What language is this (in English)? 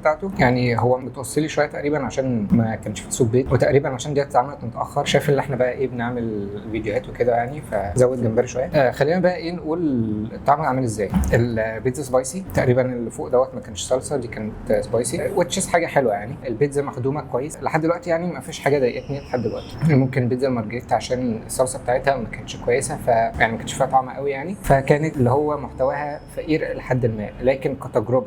Egyptian Arabic